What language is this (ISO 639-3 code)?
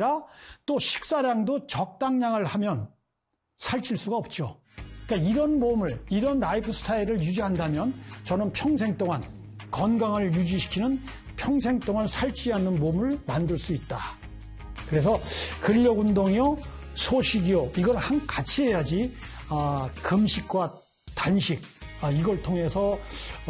kor